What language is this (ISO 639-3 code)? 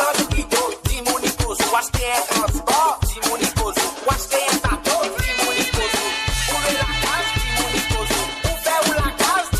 mfe